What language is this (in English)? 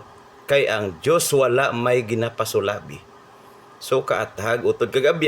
Hiligaynon